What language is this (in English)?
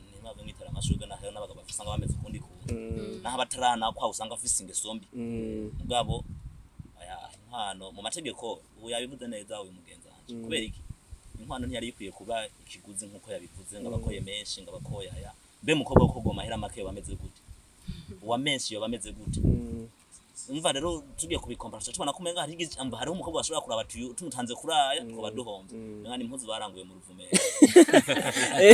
Rundi